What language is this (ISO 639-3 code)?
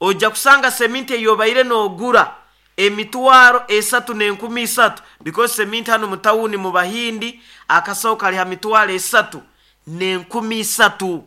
nyo